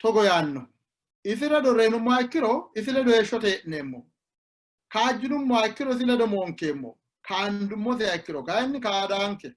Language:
Sidamo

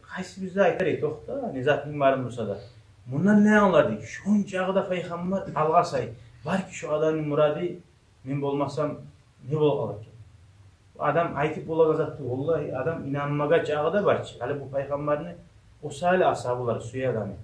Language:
Kumyk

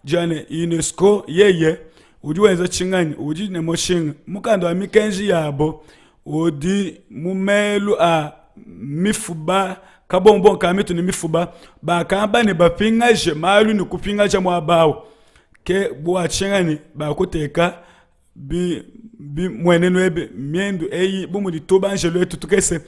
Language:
Luba-Lulua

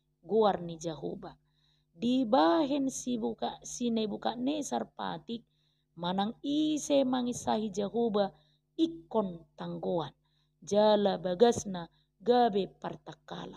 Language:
Batak Toba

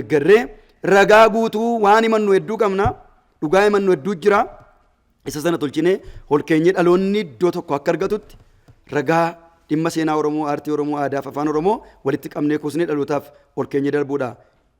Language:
Oromo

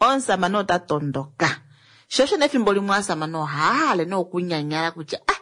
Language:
Kuanyama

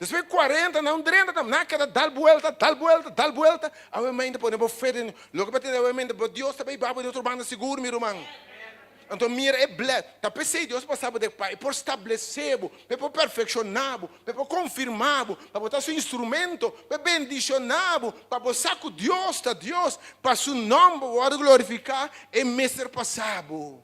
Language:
Papiamento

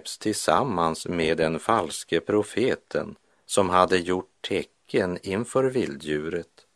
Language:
Swedish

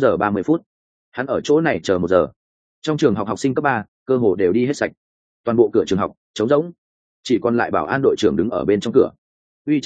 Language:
Vietnamese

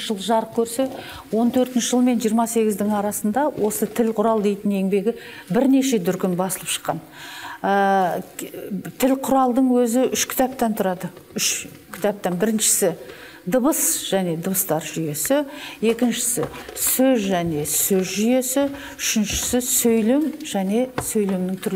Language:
Kazakh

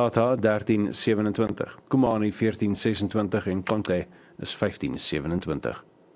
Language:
Afrikaans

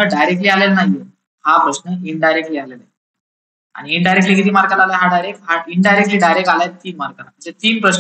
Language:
Marathi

